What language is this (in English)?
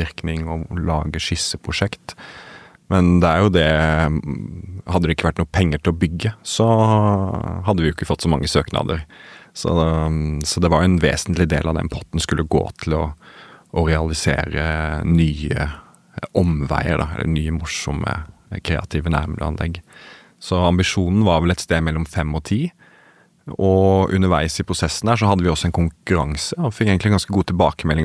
Norwegian